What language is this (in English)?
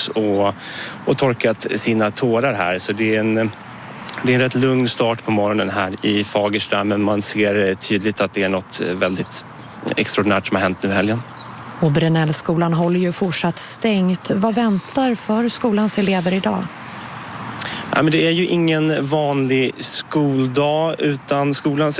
Swedish